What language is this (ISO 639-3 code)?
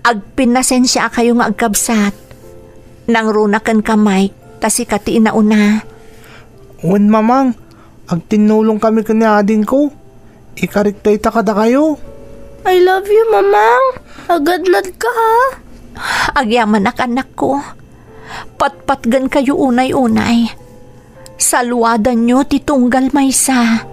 ilo